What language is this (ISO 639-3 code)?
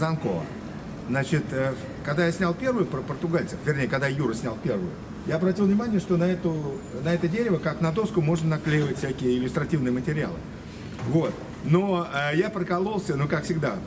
rus